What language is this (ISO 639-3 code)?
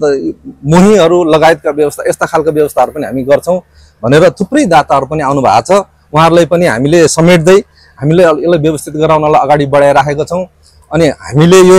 nep